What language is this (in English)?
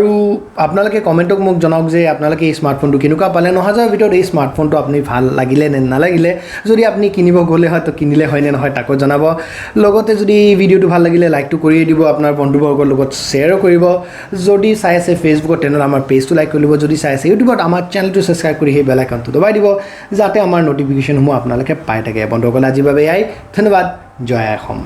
Assamese